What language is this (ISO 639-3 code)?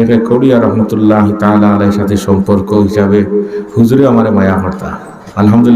syl